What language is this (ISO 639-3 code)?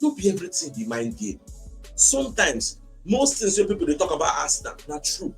pcm